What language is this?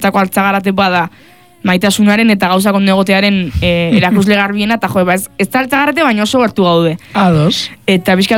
Basque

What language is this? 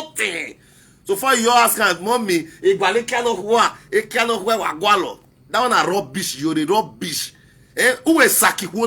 Nigerian Pidgin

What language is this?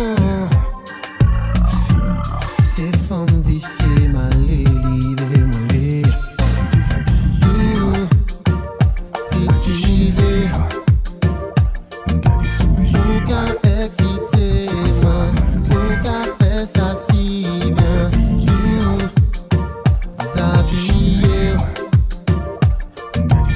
French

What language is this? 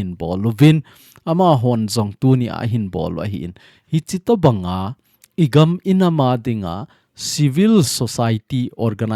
Thado Chin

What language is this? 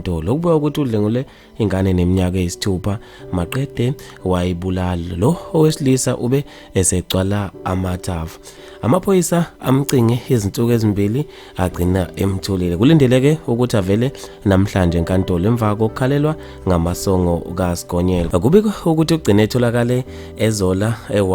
Zulu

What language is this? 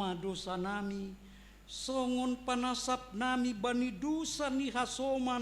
Batak Simalungun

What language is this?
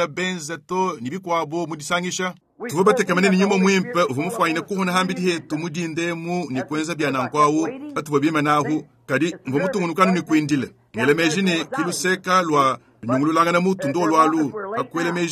Luba-Lulua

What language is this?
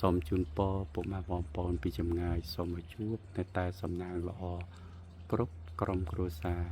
Khmer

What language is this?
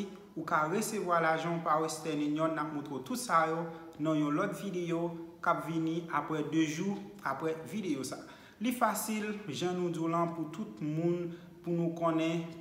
Haitian Creole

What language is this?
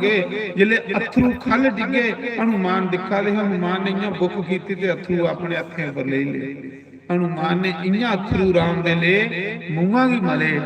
Dogri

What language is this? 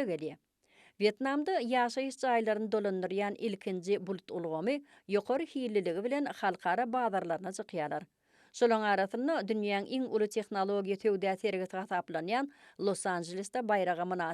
Turkmen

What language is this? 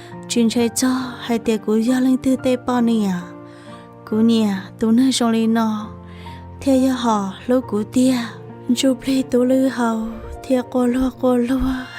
Hmong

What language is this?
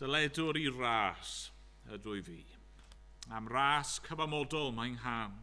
Welsh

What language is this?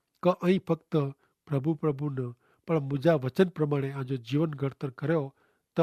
Kachhi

